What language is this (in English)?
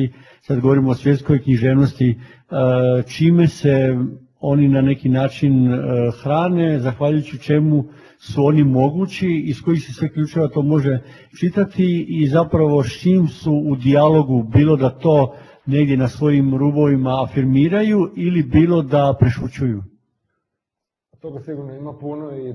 Croatian